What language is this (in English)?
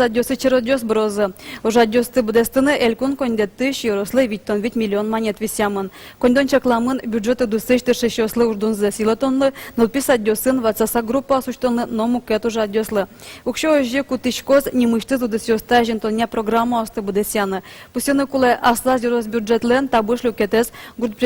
Udmurt